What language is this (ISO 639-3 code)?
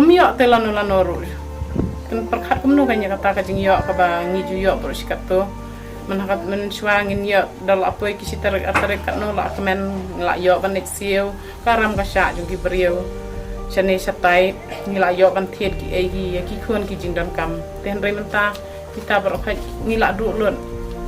kha